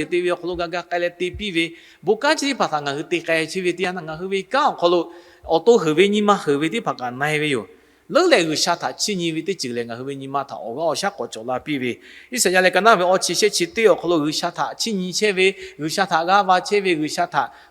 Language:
Lahu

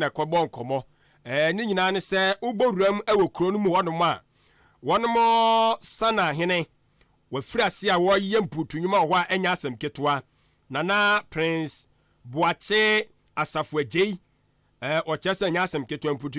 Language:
Akan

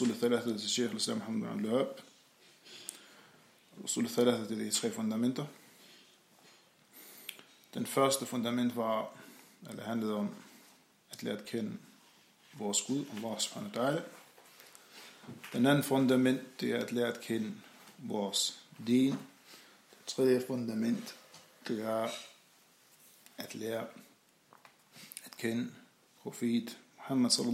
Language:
Danish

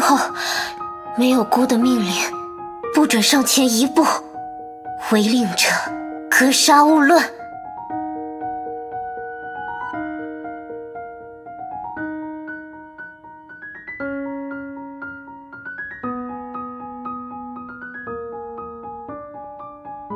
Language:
Chinese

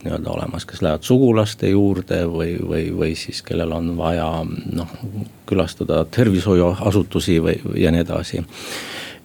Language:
Estonian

